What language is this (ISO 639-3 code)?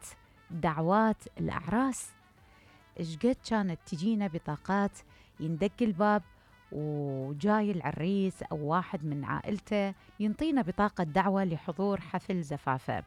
acm